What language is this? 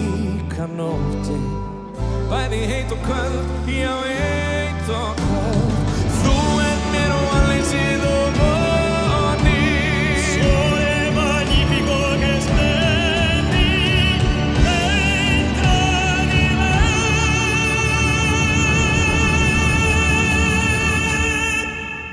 Icelandic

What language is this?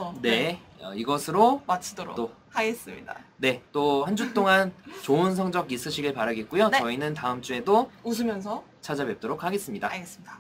Korean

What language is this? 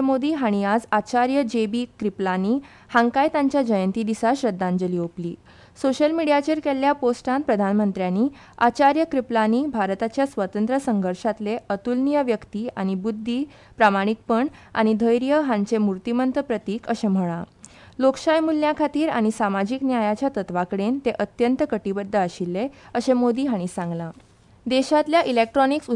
Konkani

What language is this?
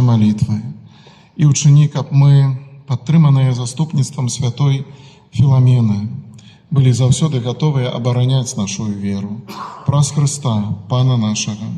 Belarusian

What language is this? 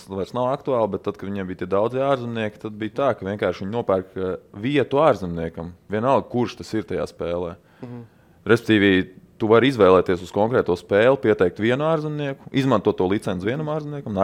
Latvian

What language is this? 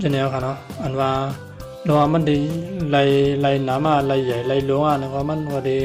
Shan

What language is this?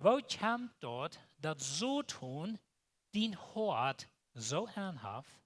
Plautdietsch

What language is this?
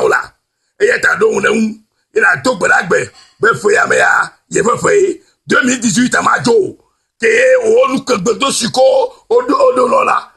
Ewe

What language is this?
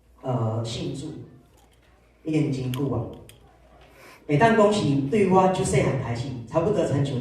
Min Nan Chinese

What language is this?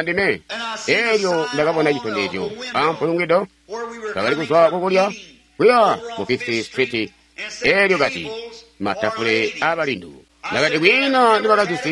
Tonga (Zambia)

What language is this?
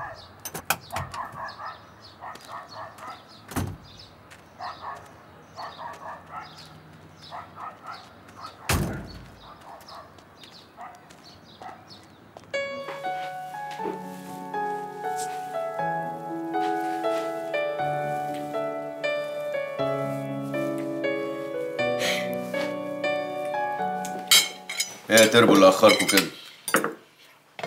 Egyptian Arabic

